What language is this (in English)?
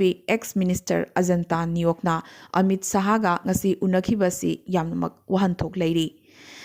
Manipuri